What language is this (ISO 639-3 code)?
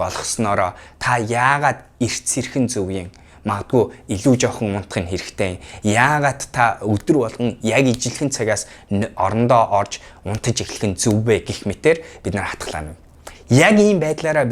mon